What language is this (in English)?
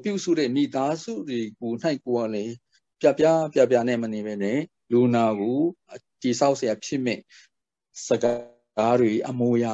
Burmese